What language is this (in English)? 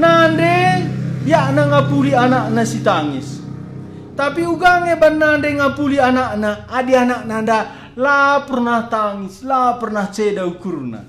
Batak Karo